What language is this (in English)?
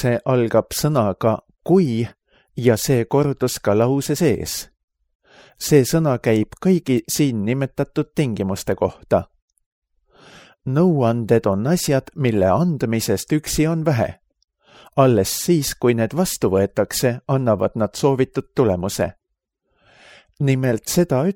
Estonian